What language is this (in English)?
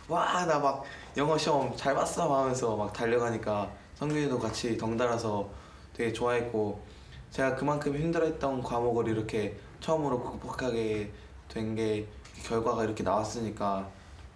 Korean